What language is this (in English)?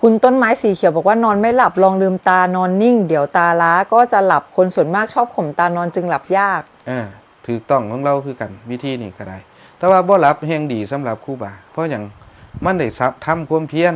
Northeastern Thai